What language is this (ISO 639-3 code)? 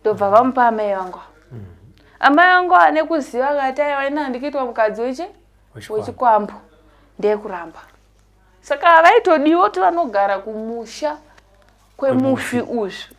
sna